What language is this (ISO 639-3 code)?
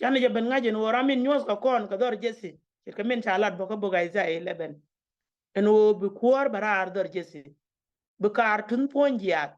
nus